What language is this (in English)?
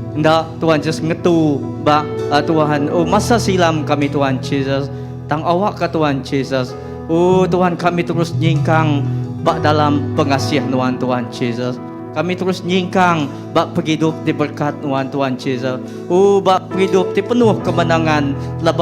Iban